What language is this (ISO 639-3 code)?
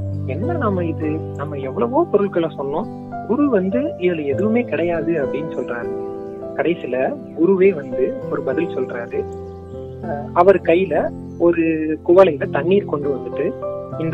tam